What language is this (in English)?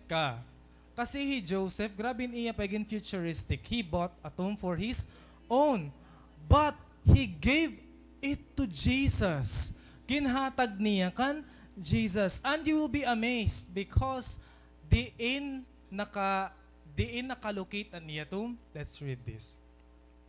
Waray